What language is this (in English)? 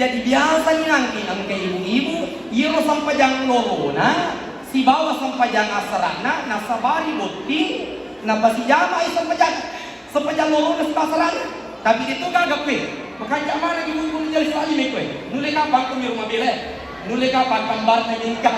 Buginese